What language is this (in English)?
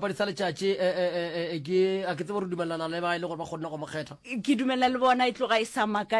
Northern Sotho